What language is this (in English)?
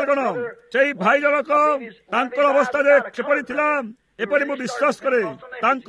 Odia